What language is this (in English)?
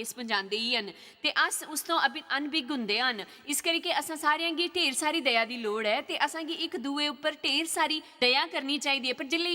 Dogri